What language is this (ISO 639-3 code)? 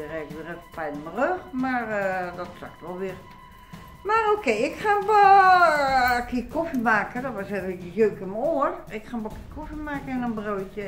nld